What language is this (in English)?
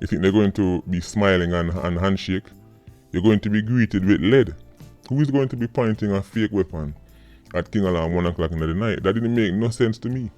Jamaican Creole English